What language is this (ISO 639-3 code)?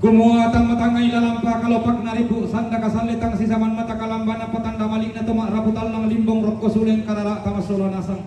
sda